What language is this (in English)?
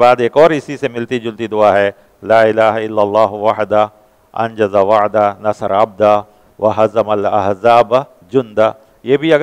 Urdu